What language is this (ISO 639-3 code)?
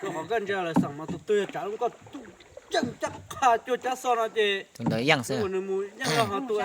hmn